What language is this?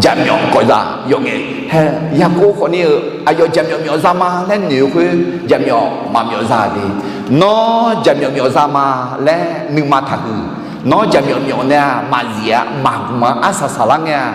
Akha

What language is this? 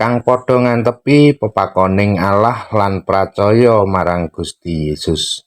Javanese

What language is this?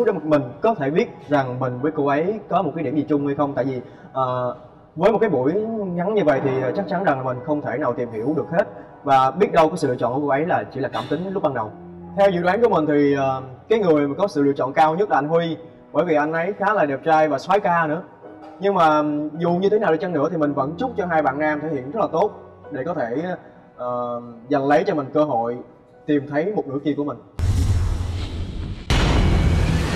Vietnamese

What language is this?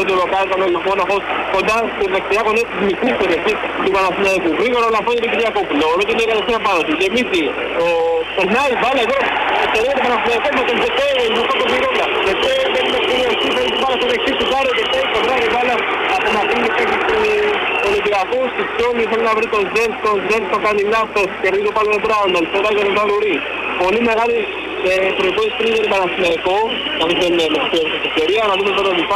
Greek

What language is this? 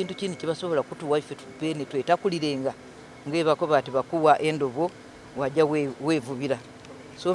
Soga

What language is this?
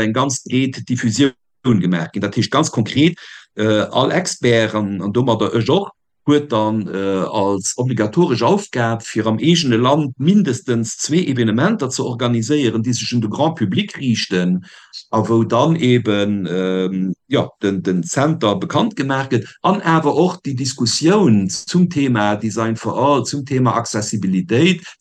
Luxembourgish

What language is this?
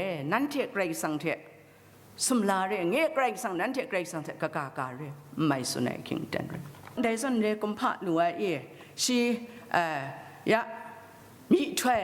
Kachin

